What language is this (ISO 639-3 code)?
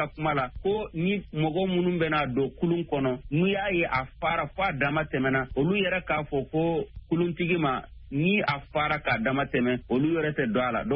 bam